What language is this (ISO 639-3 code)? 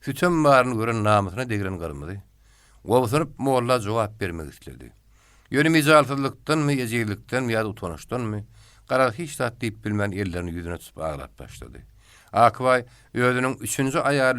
tuk